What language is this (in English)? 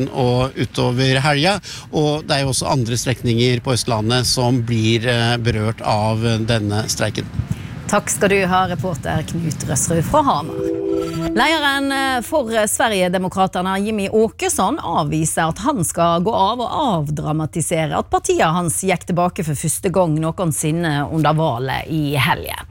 Norwegian